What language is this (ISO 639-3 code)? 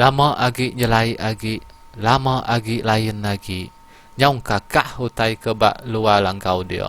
iba